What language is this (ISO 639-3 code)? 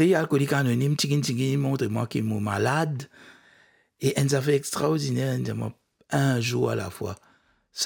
mfe